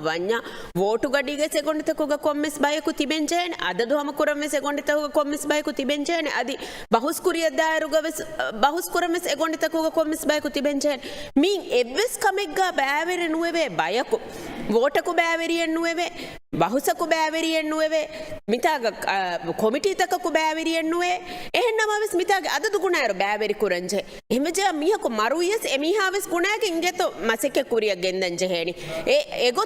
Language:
Divehi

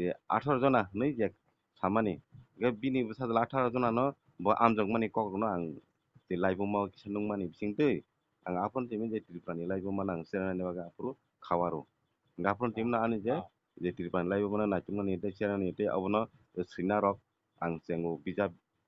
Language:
Kok Borok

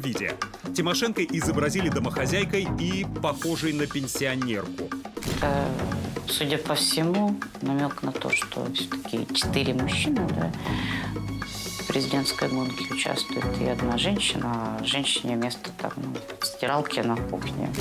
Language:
Russian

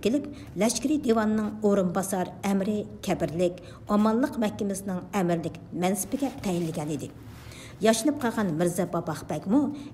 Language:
Uyghur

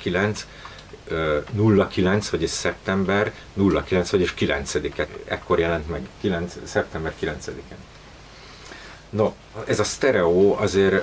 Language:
Hungarian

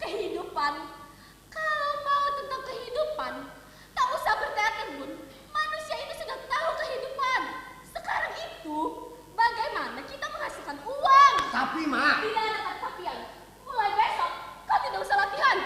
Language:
Banjar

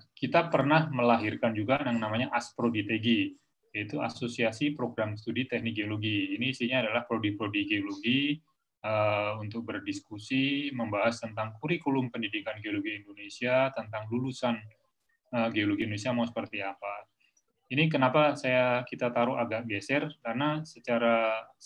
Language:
Indonesian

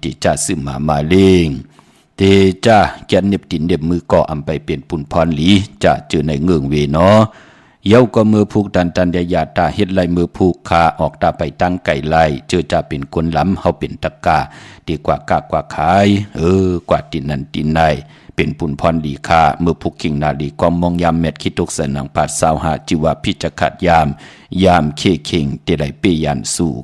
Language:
Shan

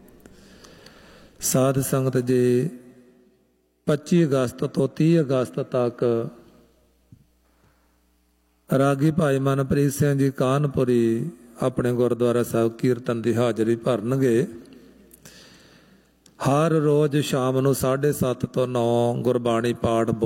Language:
Punjabi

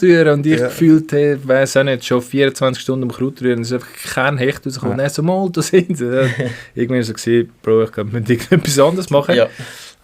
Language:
Swiss German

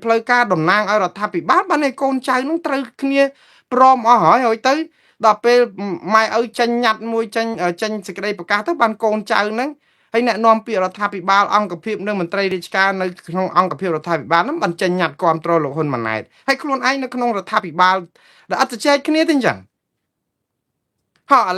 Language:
Khmer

